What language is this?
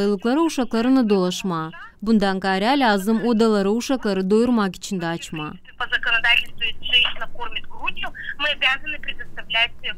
Gagauz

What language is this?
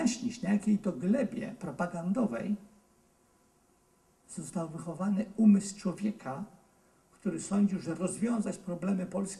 Polish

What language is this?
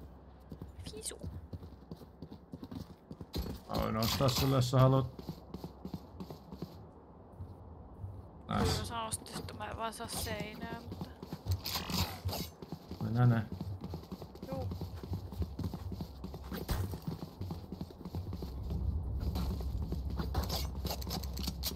Finnish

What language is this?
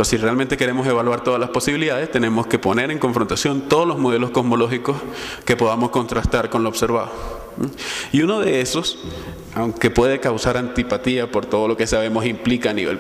Spanish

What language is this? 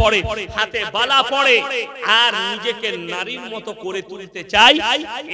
Bangla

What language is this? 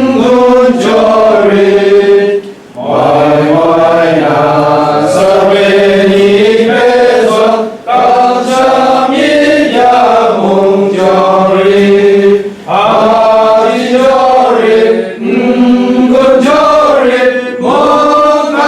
Kachin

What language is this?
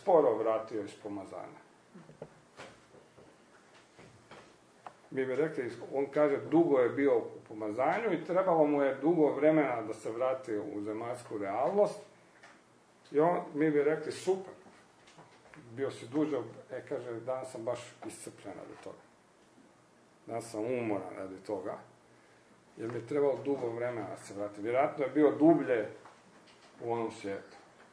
Croatian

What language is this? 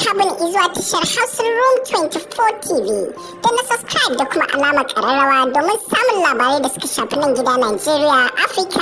Hausa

